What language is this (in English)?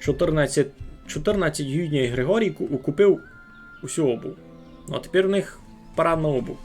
Rusyn